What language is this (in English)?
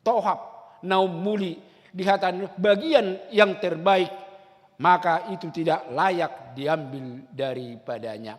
Batak Toba